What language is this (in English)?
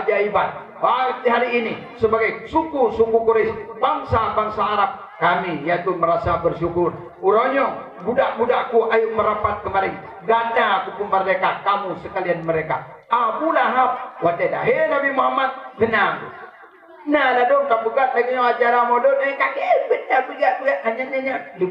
Achinese